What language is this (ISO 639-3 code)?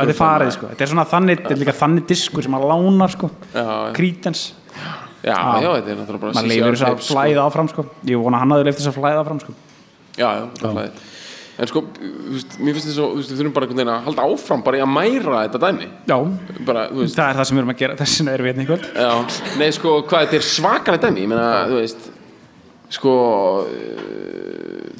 isl